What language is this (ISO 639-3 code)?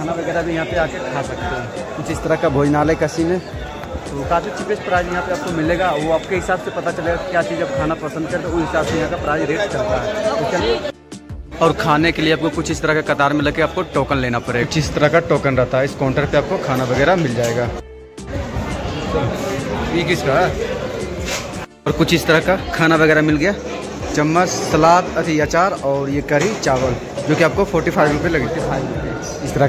hin